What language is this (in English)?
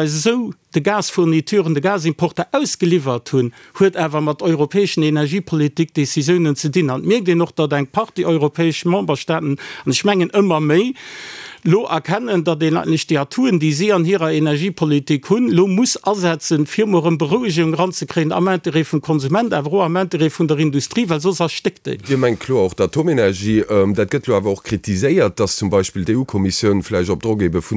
Luxembourgish